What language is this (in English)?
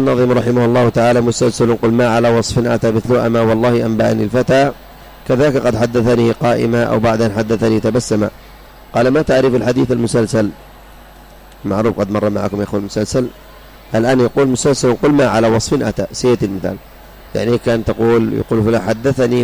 Arabic